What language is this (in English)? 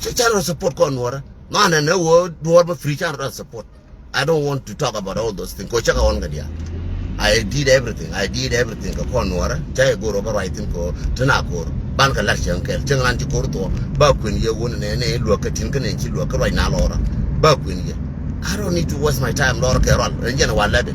Nuer